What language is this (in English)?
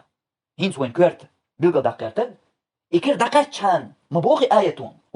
Chechen